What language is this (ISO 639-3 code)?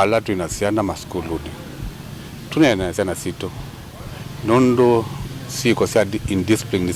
kam